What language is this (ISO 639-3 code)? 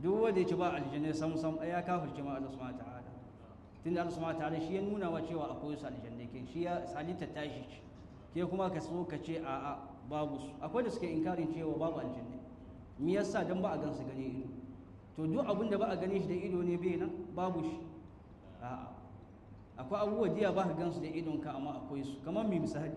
hau